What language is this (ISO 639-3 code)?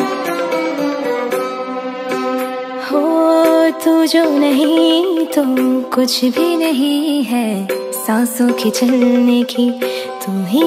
hin